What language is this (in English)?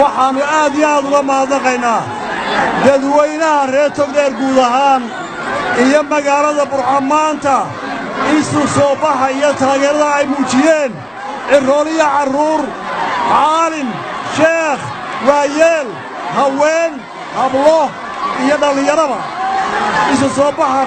Somali